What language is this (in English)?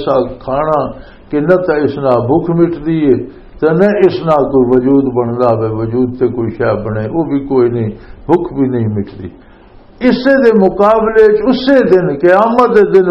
Western Panjabi